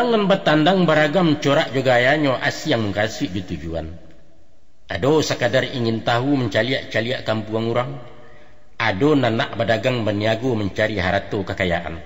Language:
Minangkabau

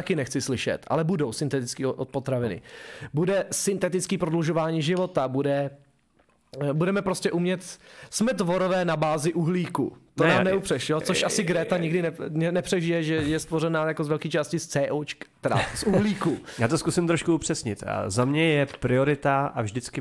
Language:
Czech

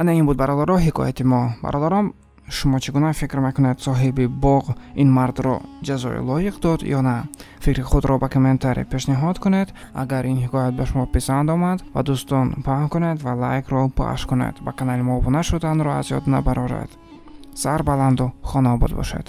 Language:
Tajik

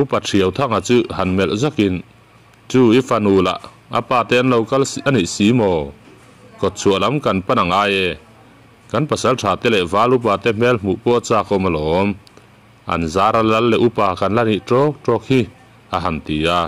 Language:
Mizo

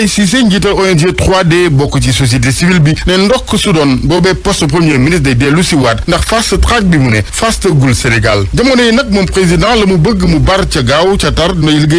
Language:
Wolof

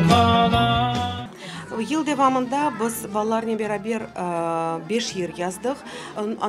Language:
Crimean Tatar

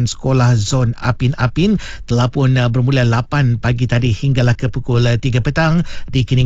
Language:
Malay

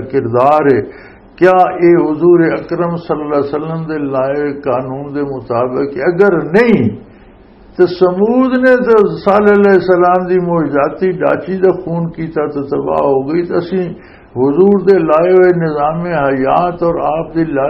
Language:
Western Panjabi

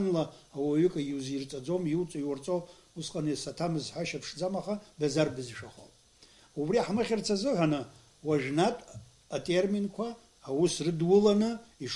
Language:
Abkhazian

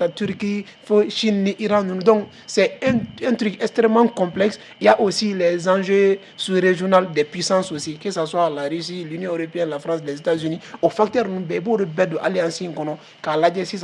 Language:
Bambara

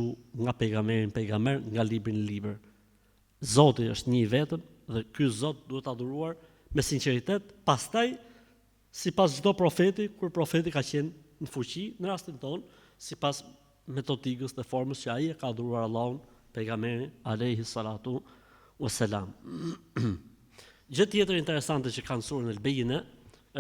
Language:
Albanian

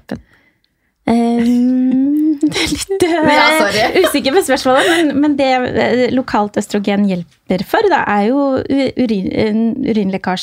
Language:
Norwegian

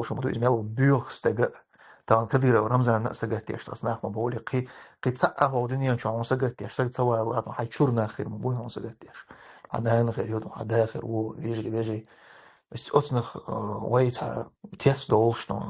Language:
Chechen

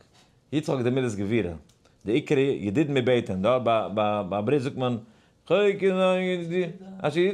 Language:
Yiddish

